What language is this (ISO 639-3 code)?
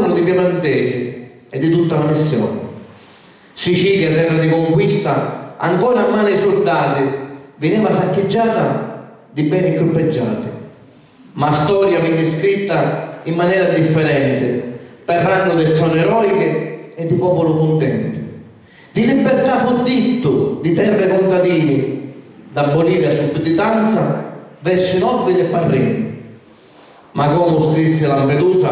scn